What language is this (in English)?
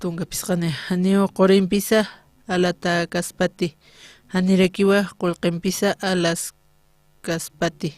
Aymara